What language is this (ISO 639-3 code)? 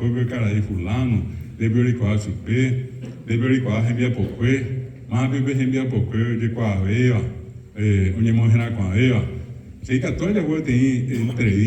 grn